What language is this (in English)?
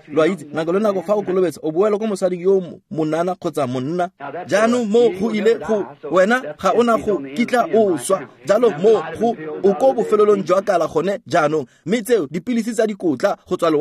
Tswana